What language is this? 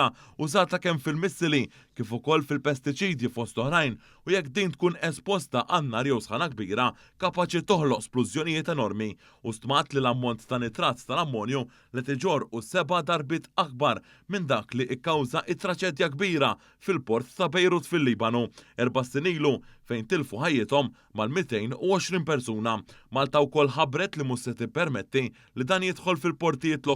Maltese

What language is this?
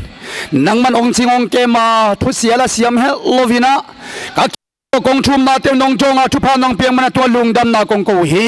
Tedim Chin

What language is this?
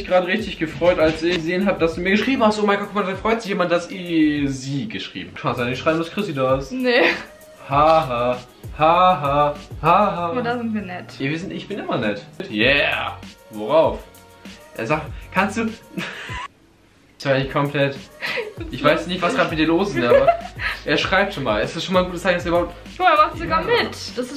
German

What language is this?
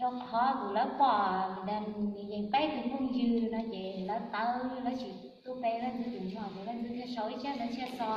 Hmong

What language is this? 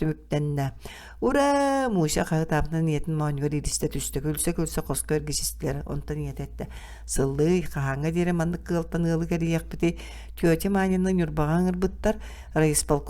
Yakut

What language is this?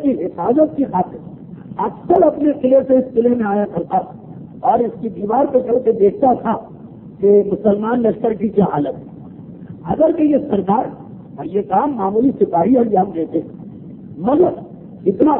Urdu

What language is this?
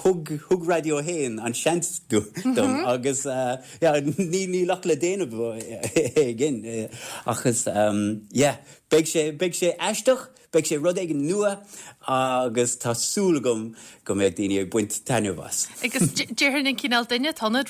Irish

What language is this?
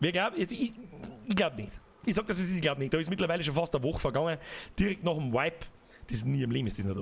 Bavarian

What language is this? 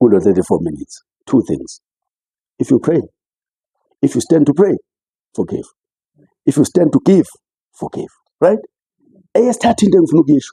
Zulu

